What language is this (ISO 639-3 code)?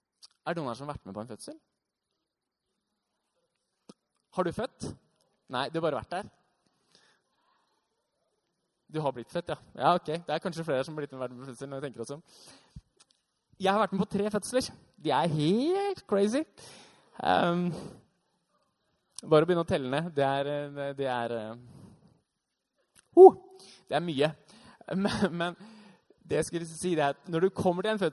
nor